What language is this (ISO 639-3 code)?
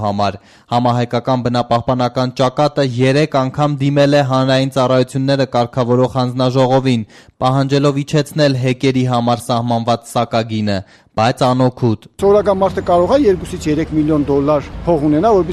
hye